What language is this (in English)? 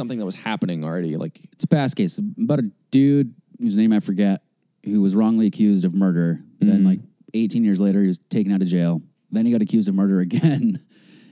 English